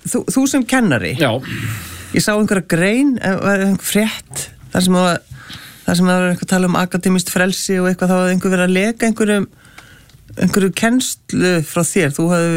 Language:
Icelandic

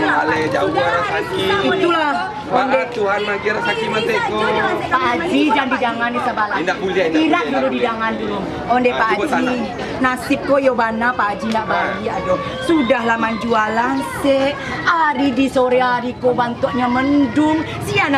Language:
Minangkabau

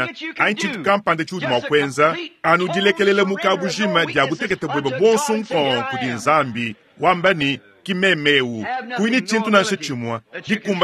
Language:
Luba-Lulua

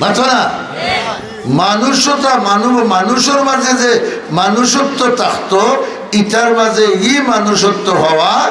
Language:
Sylheti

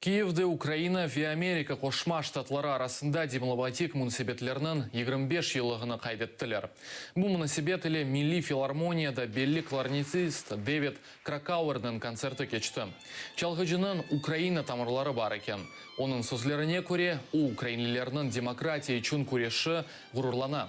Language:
Crimean Tatar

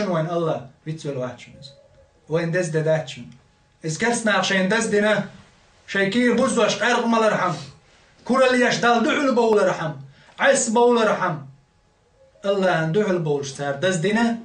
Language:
Chechen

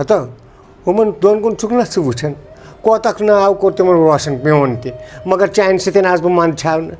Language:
Kashmiri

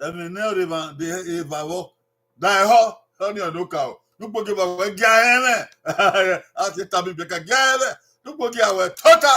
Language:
Bini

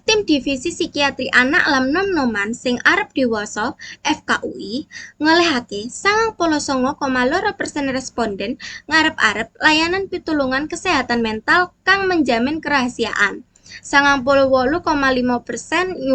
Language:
Javanese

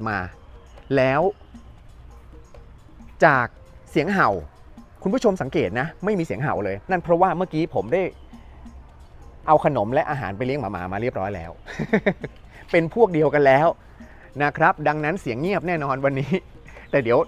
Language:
Thai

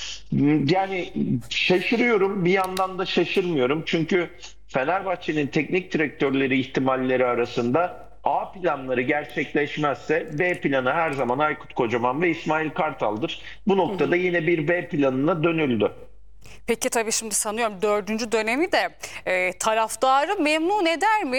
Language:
Turkish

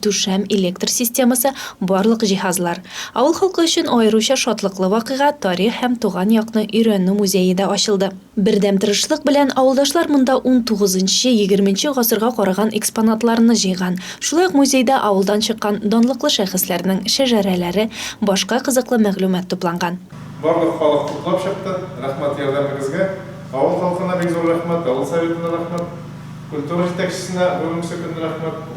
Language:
Tatar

